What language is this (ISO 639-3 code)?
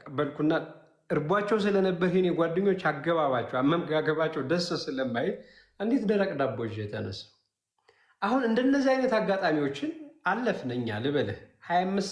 amh